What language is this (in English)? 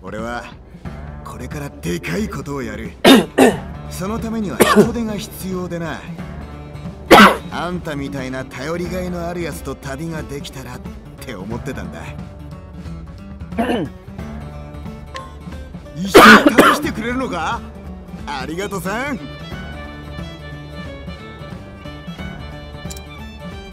Japanese